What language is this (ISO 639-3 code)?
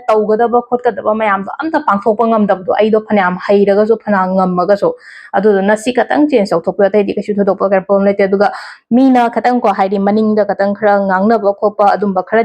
mni